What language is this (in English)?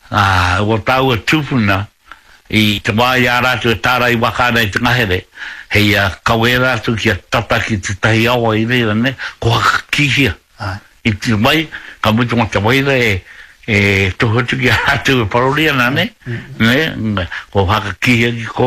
Māori